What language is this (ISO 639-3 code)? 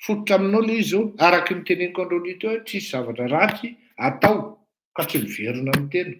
mlg